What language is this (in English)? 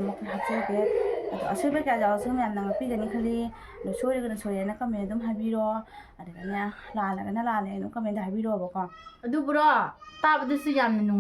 Manipuri